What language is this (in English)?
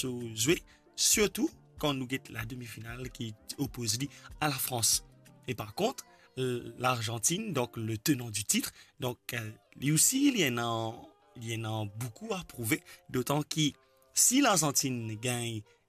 Morisyen